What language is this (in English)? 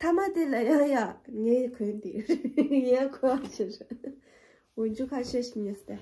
Tibetan